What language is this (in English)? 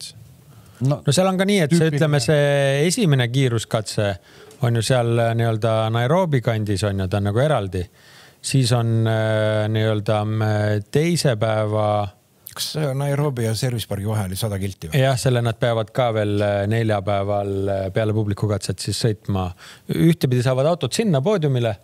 Estonian